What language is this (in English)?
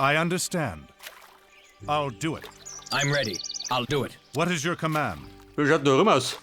Bavarian